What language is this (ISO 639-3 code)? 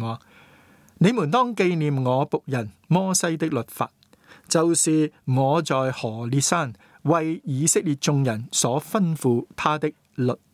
yue